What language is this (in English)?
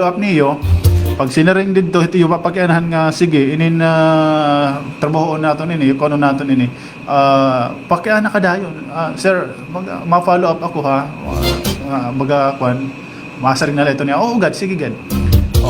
Waray